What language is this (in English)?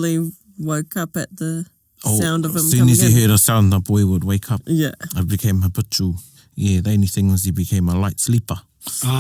Māori